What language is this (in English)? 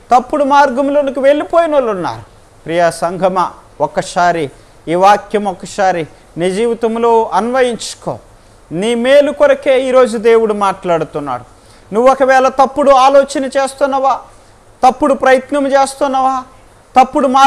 Telugu